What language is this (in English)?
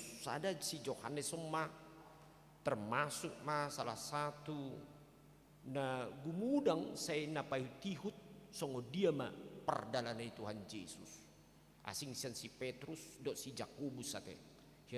Batak Toba